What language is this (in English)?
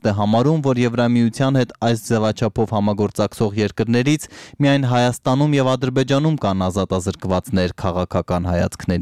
Armenian